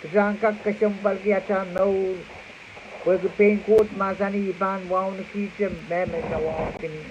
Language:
Pohnpeian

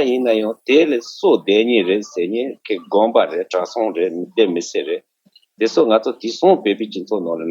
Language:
Tibetan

